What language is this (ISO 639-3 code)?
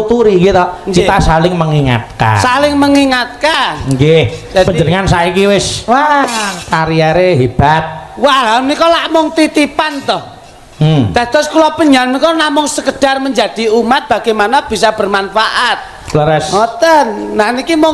jav